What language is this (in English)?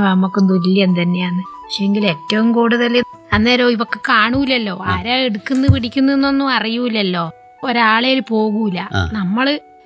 Malayalam